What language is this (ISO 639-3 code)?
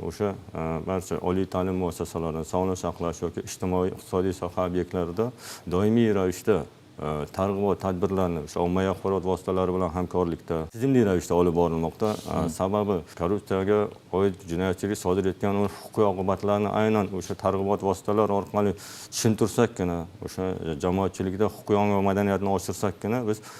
uzb